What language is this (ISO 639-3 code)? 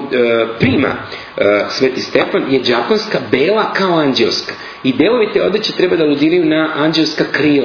srp